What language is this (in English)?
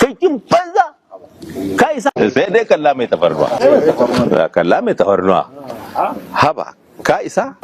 Hausa